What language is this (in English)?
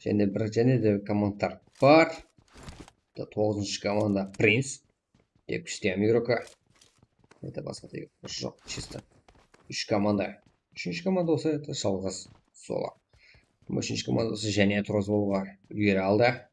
Kara-Kalpak